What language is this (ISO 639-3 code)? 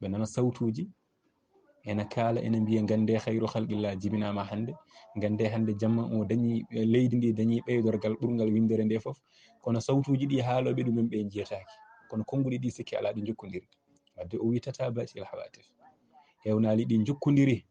ful